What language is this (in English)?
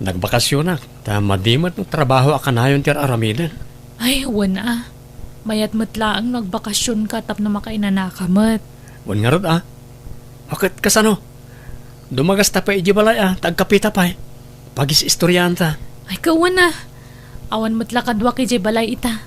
Iloko